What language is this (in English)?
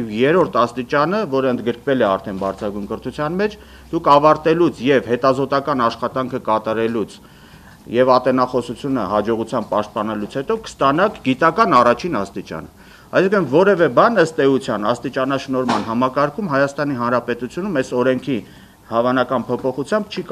Armenian